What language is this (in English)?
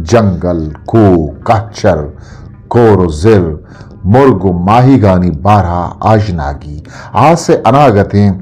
Eastern Balochi